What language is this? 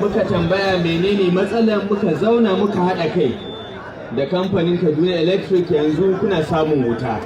Hausa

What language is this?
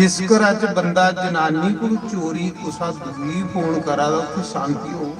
Dogri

